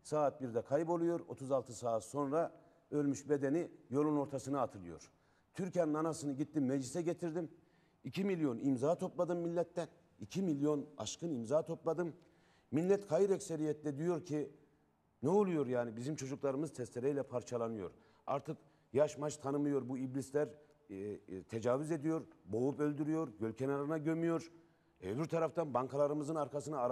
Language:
Turkish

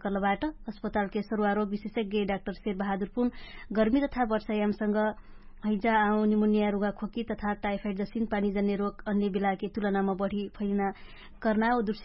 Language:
Dangaura Tharu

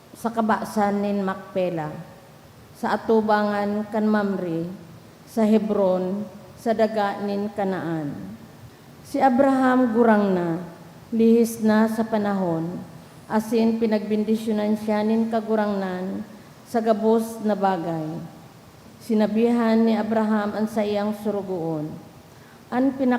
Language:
Bikol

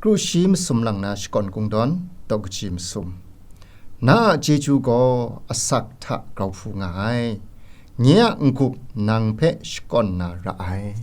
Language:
Kachin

